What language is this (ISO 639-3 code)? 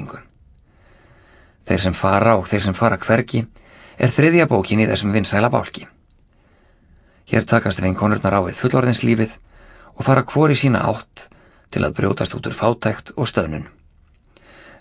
isl